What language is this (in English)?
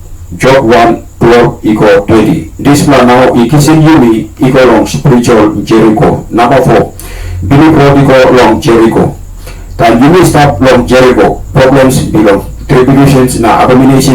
Tok Pisin